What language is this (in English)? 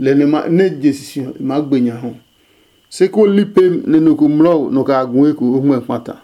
Adangme